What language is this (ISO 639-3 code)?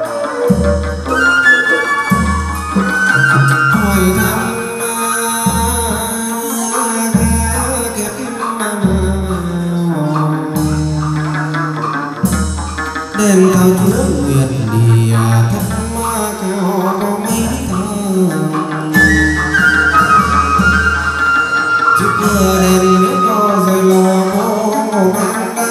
vie